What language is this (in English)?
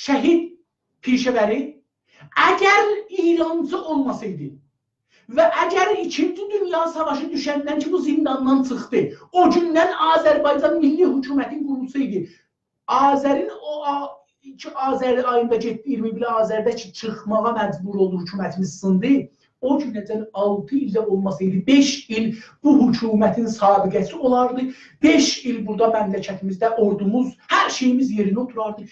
South Azerbaijani